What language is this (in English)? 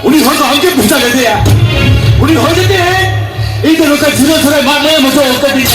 Santali